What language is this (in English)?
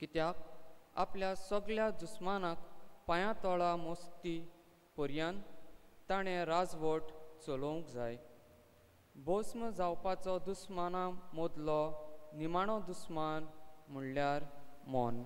Konkani